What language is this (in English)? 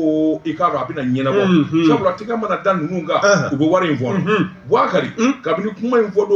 Bambara